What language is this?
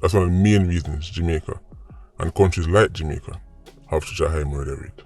Jamaican Creole English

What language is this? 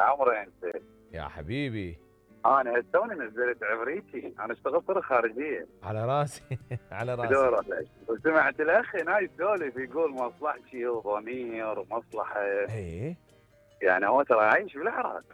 Mesopotamian Arabic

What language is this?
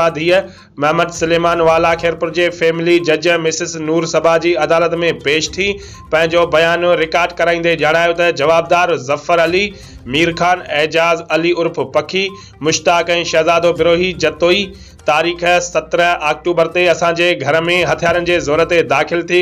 Sindhi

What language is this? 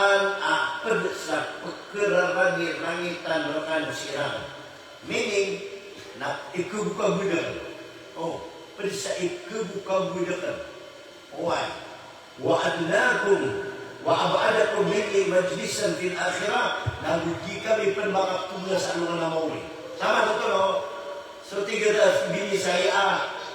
Maranao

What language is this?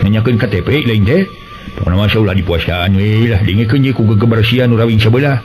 Sundanese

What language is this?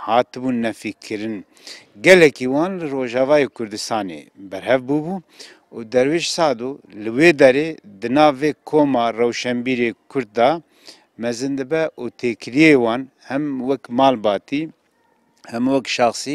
Kurdish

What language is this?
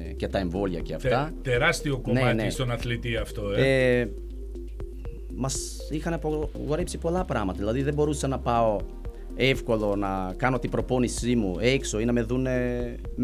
Greek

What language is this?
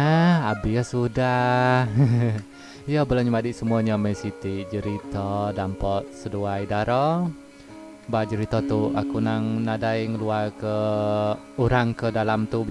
Iban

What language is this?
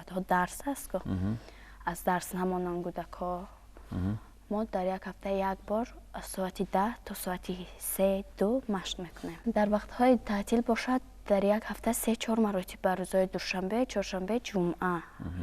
Tajik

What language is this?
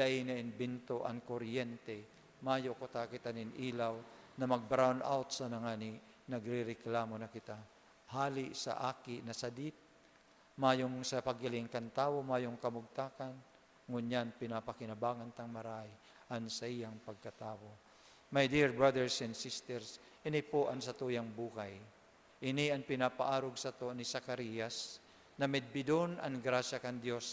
Bikol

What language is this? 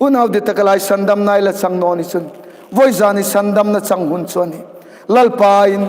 Hmar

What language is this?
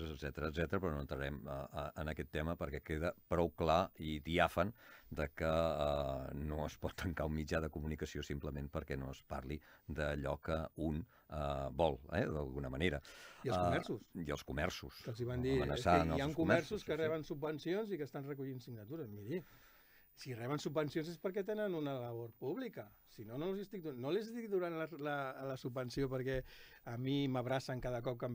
Catalan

